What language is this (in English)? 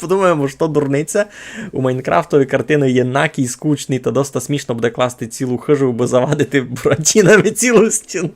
Rusyn